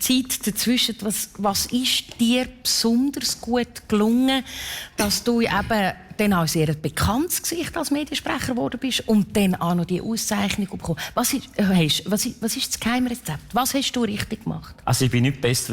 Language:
Swiss German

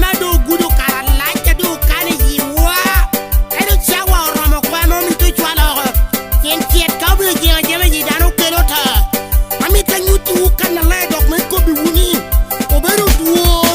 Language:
Lango (Uganda)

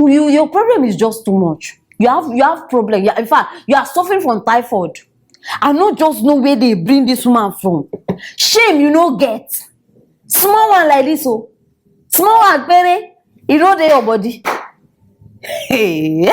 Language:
Nigerian Pidgin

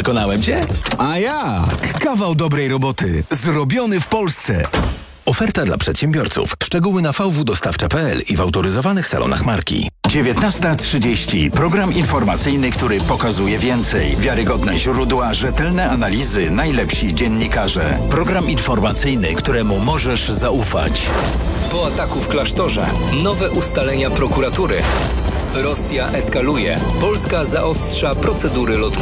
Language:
Polish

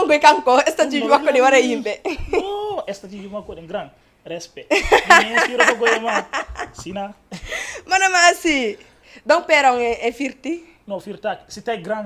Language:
Fula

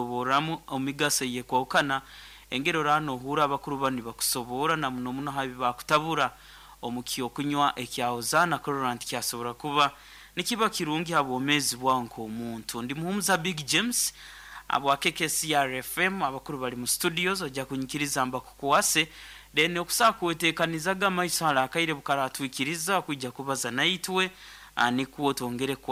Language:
Nyankole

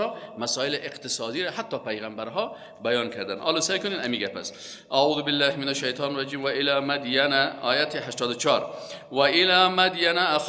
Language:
Persian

